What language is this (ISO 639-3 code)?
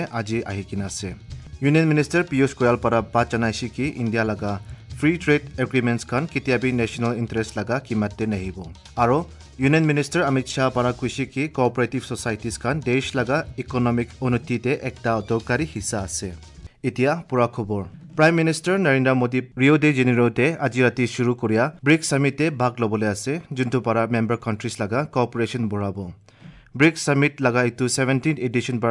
asm